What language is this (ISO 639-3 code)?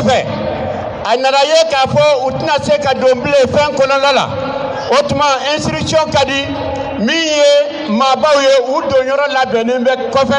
bam